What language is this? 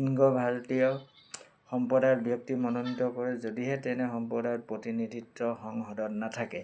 Assamese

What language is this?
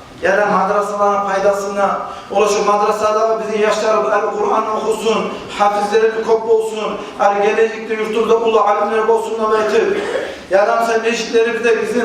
Kumyk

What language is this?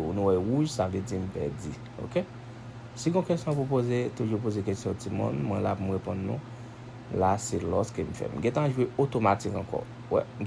Haitian Creole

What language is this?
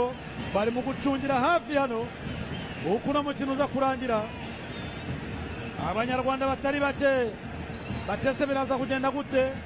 Kinyarwanda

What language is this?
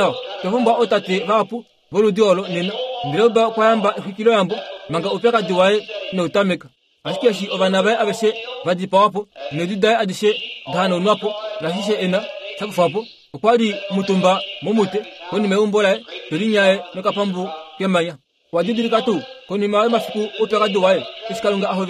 Kuanyama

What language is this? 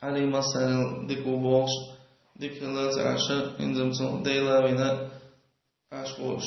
Chechen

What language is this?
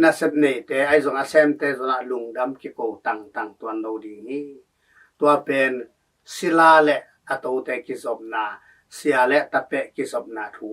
Tedim Chin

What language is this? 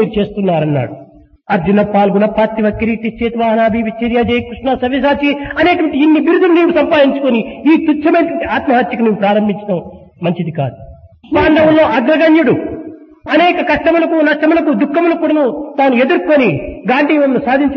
Telugu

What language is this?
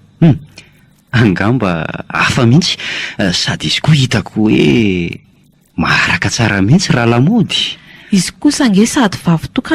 Malagasy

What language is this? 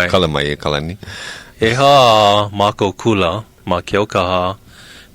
Hawaiian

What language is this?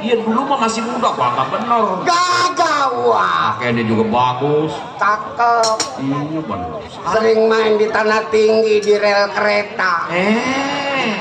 Betawi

